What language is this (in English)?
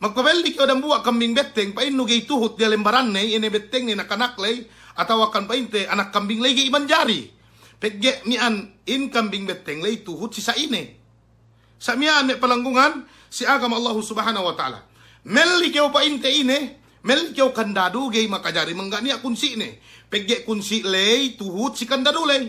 Yakan